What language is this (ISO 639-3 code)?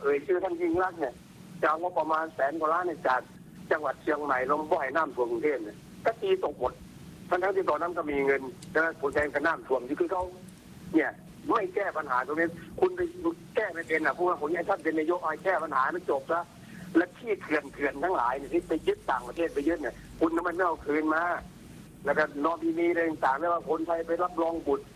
tha